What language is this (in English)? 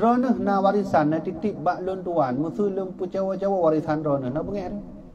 Achinese